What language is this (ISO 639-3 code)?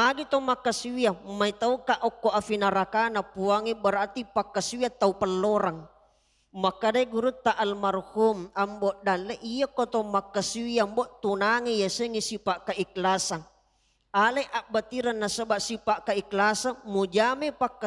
bug